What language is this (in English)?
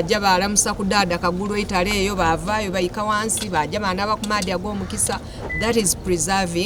Soga